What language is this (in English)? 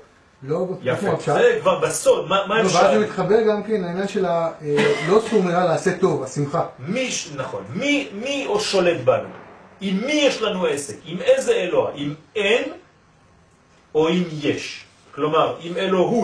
Hebrew